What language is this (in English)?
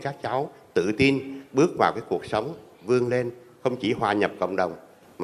Vietnamese